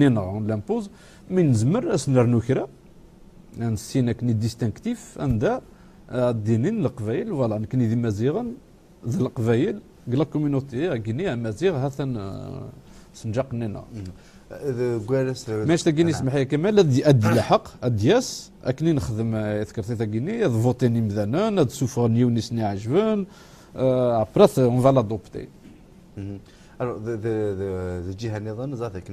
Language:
Kabyle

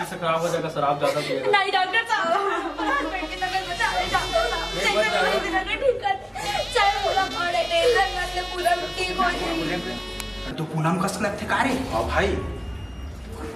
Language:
Chhattisgarhi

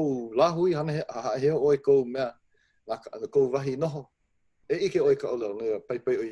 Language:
Hawaiian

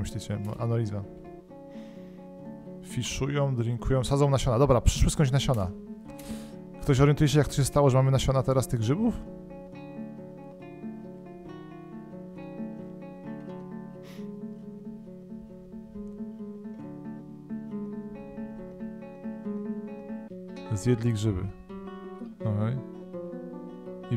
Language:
Polish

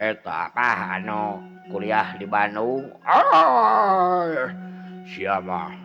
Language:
Sundanese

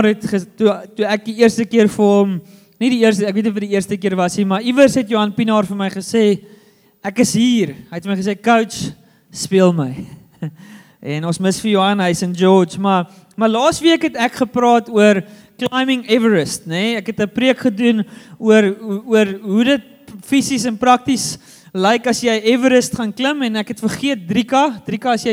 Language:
Afrikaans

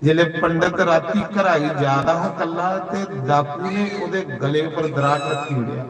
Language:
Dogri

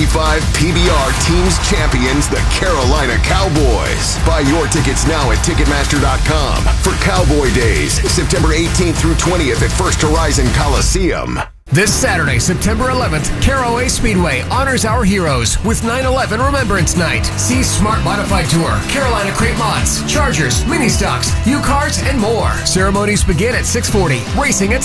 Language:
English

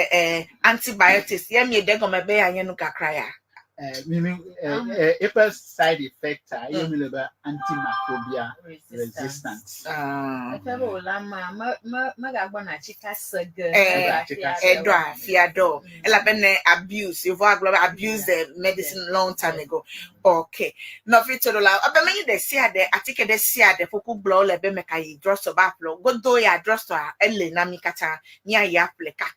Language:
Ewe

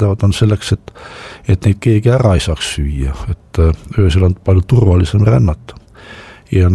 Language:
Estonian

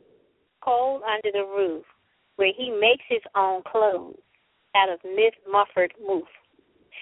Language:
English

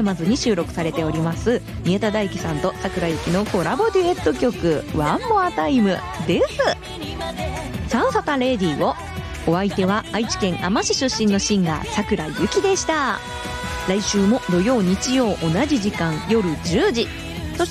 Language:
Japanese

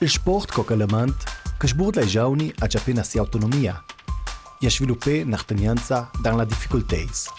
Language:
Ladin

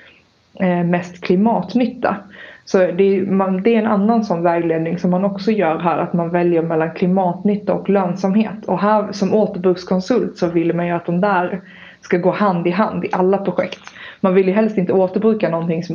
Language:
Swedish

